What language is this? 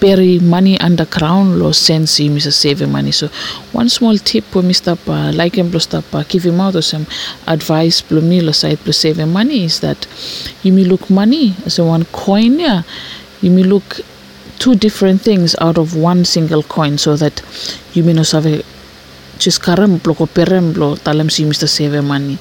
Bislama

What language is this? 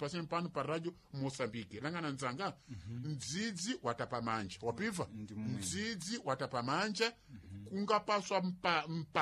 Sena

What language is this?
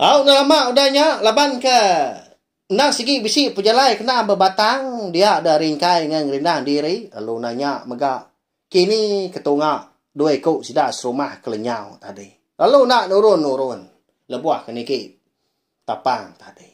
Iban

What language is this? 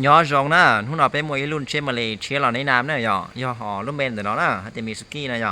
Hmong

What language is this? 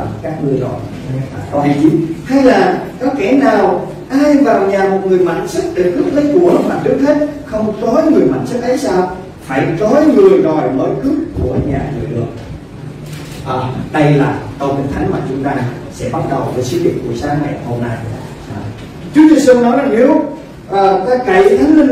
Vietnamese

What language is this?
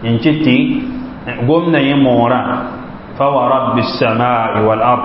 Mossi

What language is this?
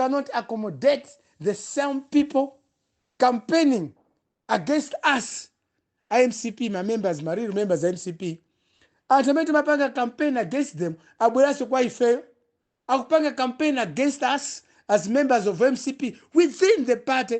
Nyanja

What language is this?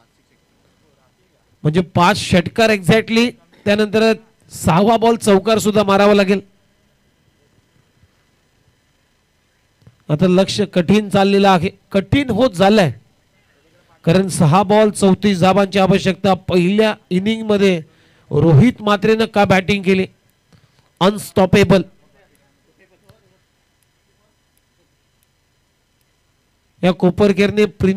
Marathi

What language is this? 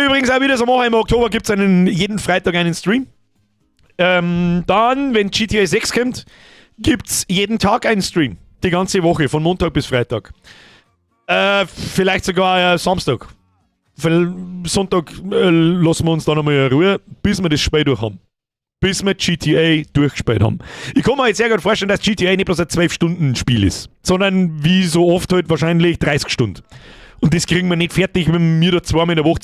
Bavarian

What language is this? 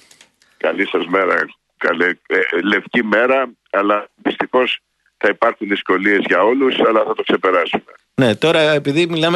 Greek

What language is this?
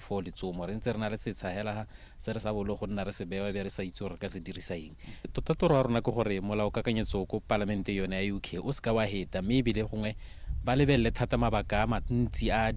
Tswana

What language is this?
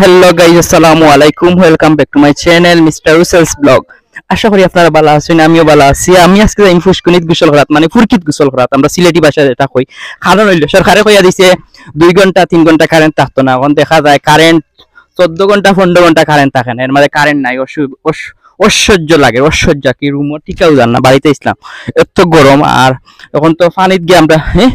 Sylheti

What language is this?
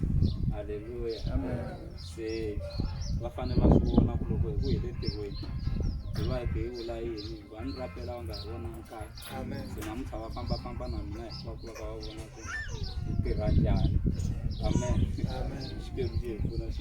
Tsonga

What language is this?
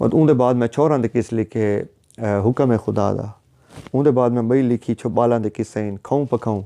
Saraiki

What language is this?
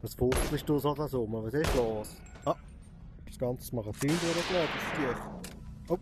Swiss German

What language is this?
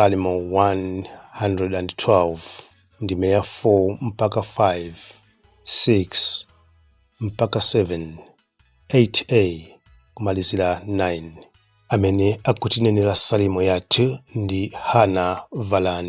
Nyanja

